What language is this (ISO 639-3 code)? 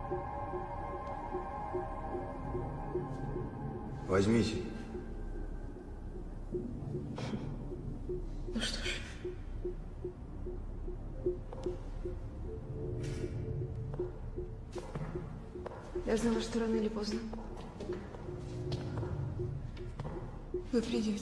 rus